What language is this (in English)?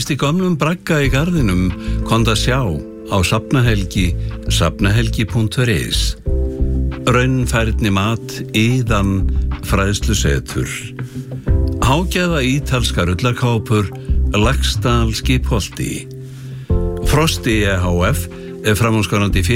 Icelandic